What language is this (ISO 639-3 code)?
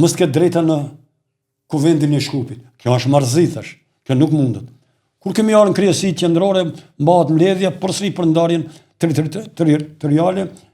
sqi